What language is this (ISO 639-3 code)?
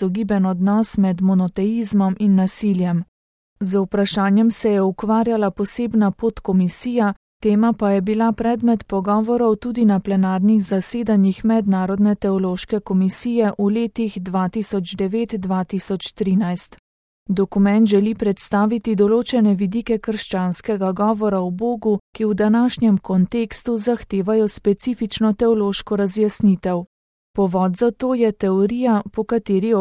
slv